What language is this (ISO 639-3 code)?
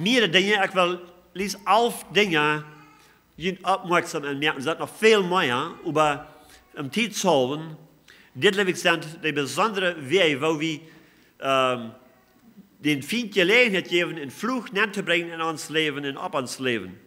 pdt